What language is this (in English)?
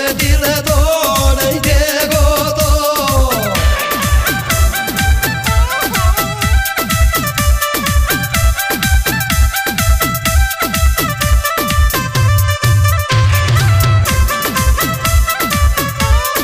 Hindi